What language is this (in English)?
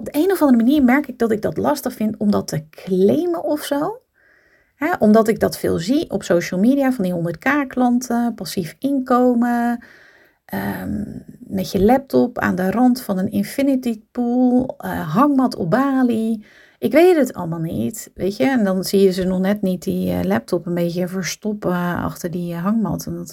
Dutch